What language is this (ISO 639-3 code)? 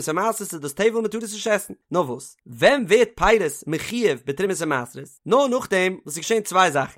yid